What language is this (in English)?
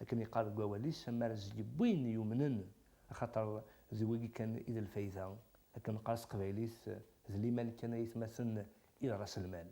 Kabyle